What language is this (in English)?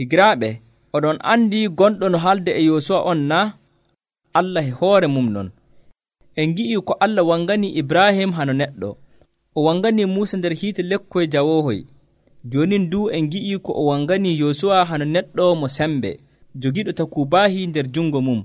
Nigerian Fulfulde